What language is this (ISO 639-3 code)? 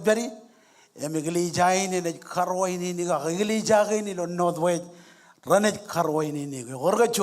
mah